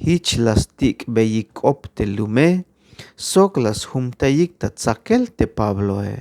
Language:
Tzeltal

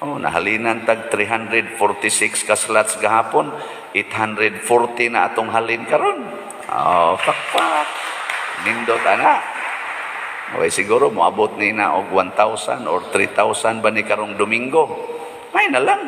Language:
Cebuano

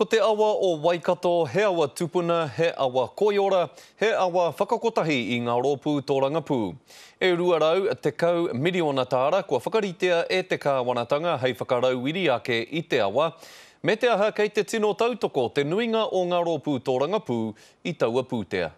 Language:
Māori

